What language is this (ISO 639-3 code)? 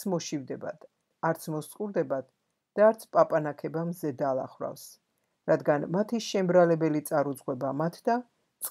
kat